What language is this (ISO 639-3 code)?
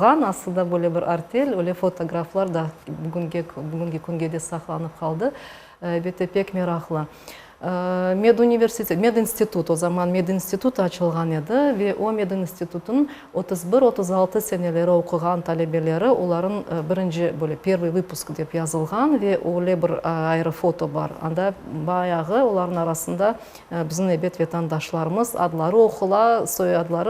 crh